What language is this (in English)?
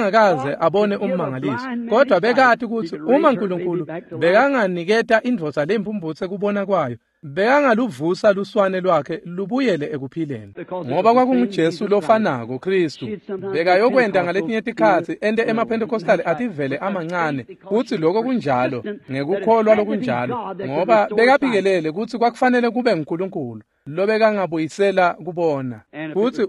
Swati